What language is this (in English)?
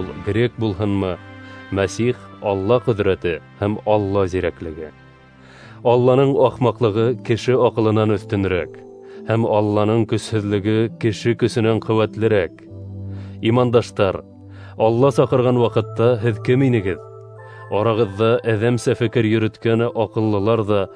Bashkir